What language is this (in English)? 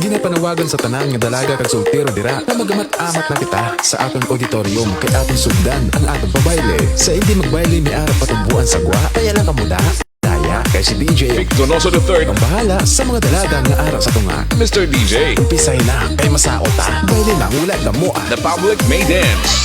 Hiligaynon